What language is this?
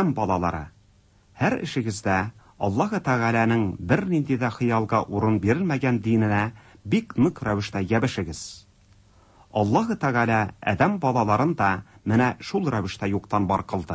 Tatar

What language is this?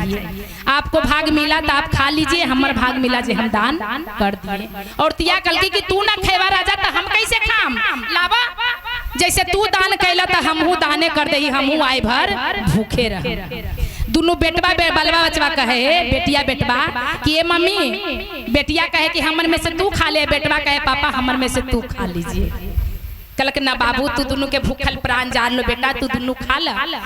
Magahi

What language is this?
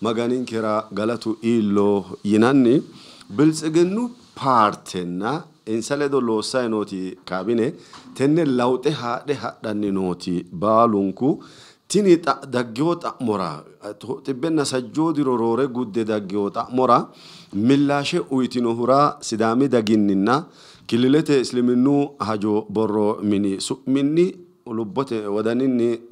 Sidamo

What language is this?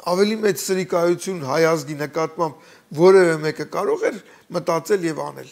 Armenian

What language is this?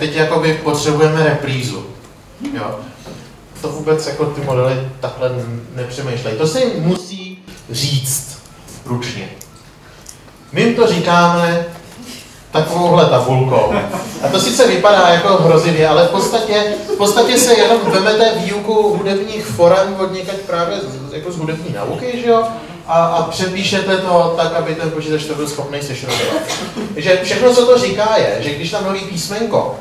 Czech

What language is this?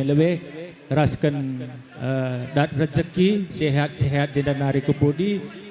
Batak Karo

